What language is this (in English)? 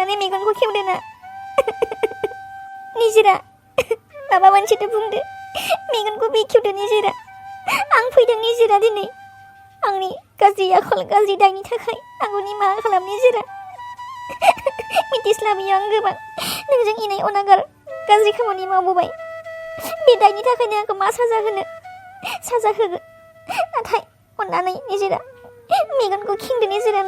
Bodo